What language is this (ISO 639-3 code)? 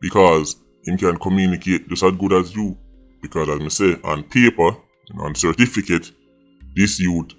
jam